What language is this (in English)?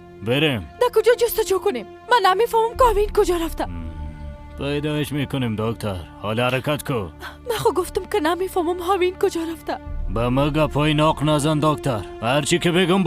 Persian